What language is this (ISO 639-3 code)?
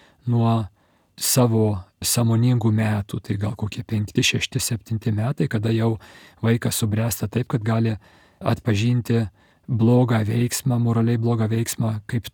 lit